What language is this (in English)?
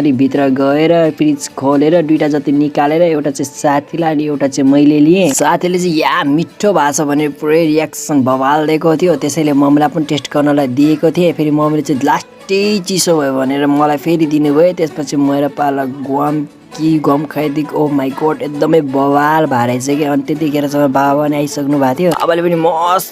Nepali